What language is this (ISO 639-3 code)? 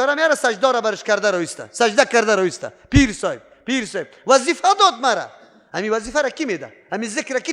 fas